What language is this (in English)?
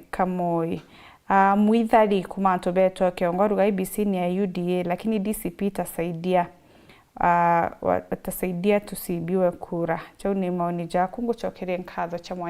Meru